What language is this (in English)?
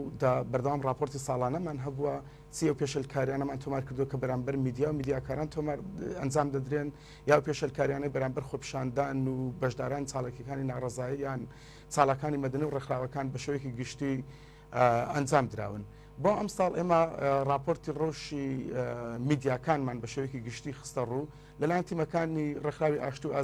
Central Kurdish